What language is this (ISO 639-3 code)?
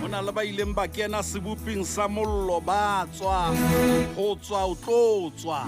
sot